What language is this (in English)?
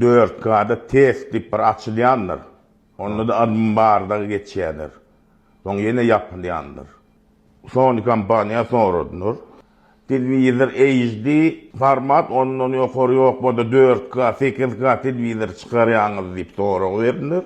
Turkmen